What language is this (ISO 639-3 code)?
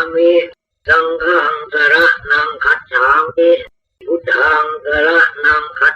pli